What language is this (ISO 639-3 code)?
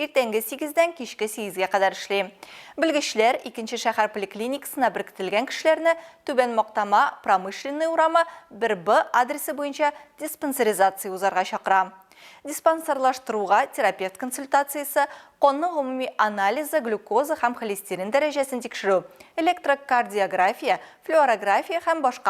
tat